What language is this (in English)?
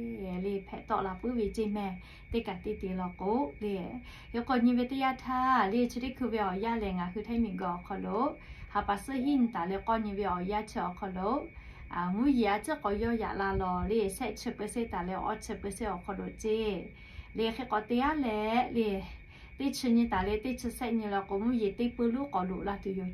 Lahu